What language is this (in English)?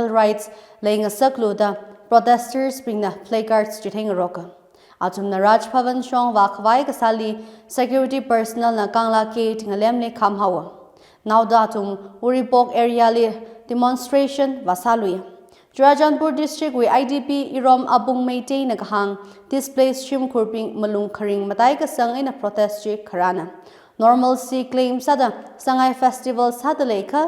Tangkhul Naga (India)